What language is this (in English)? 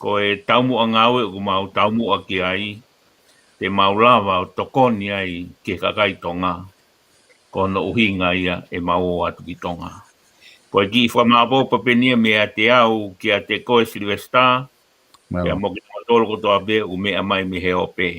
Tongan